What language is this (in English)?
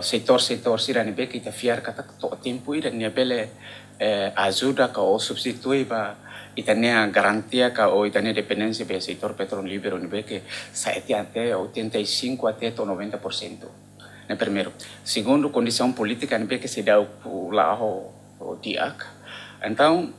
Tetum